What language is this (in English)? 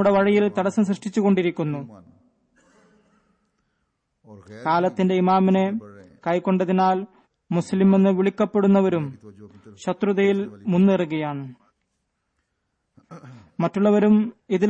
Malayalam